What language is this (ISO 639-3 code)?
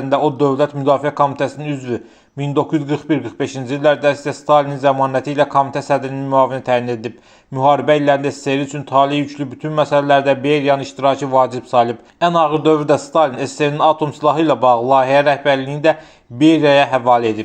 aze